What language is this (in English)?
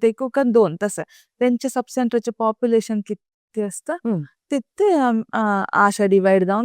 Konkani